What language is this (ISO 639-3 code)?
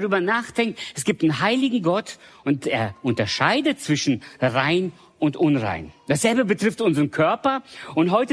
deu